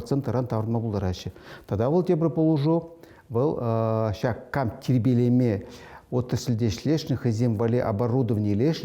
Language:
Chuvash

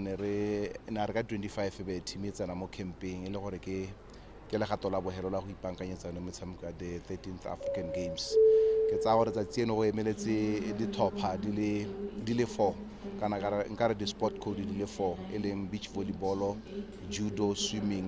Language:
Tswana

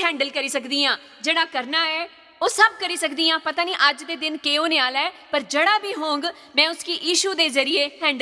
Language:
Dogri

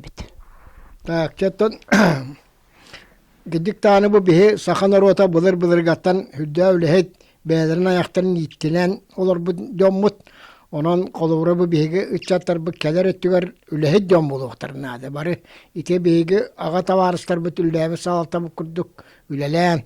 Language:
Yakut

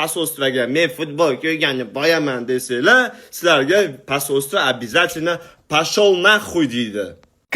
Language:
Uzbek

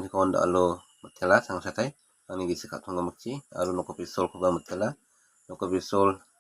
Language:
Garo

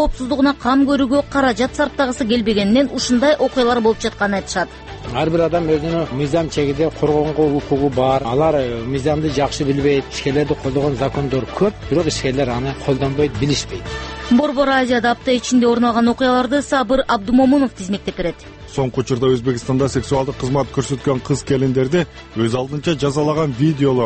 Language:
Kyrgyz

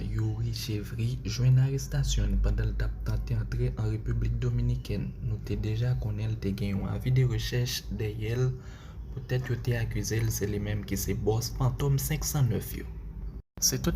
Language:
Haitian Creole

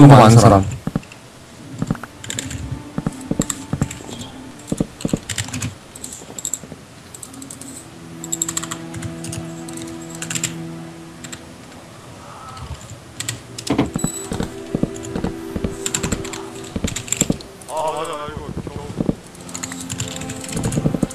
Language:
Korean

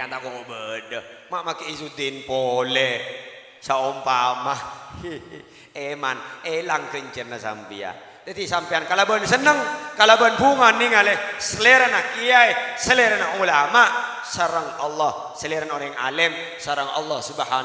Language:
Madurese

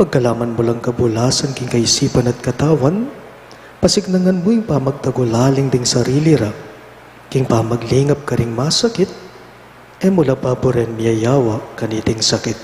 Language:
Pampanga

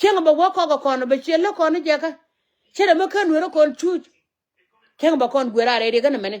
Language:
Nuer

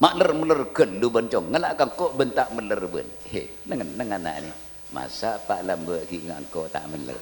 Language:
Madurese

